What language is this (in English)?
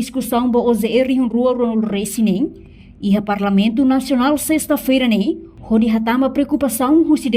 Tetum